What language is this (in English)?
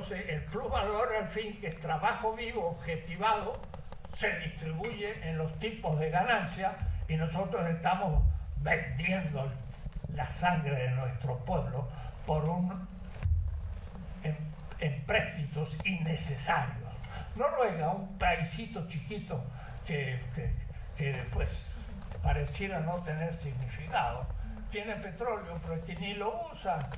Spanish